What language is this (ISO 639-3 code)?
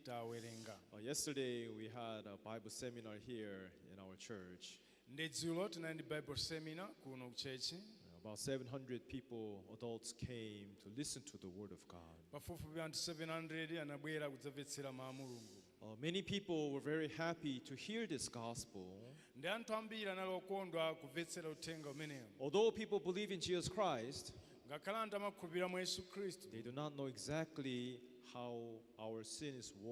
nya